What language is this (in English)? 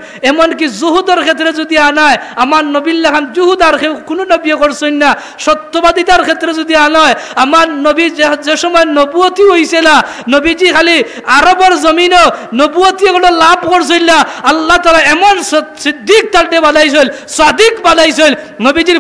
Sylheti